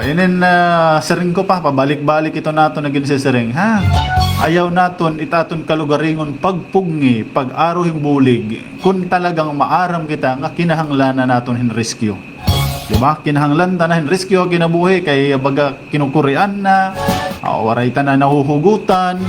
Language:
Waray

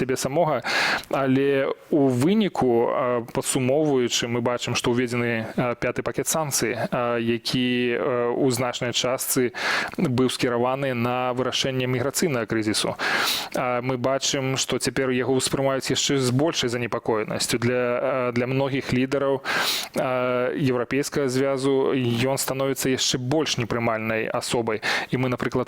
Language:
Belarusian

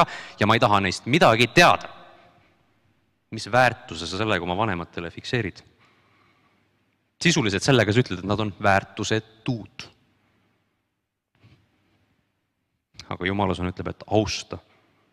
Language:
Estonian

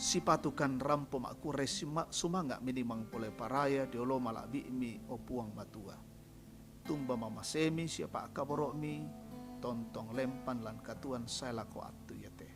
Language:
Toraja-Sa'dan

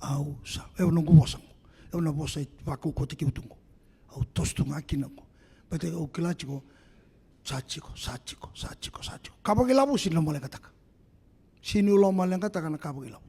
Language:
Fijian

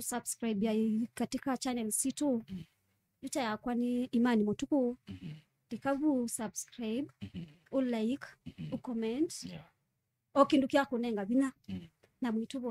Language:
Kamba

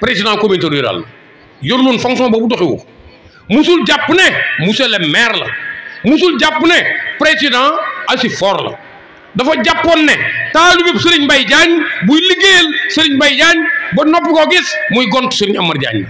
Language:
Wolof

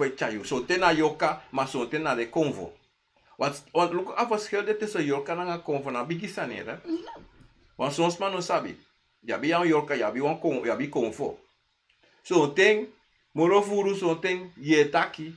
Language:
Sranan Tongo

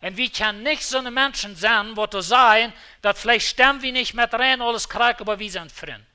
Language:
Plautdietsch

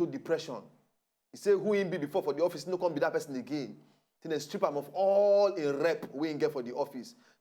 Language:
Nigerian Pidgin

